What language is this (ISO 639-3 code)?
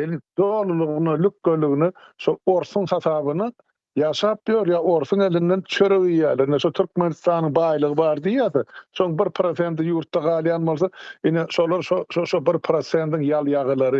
tuk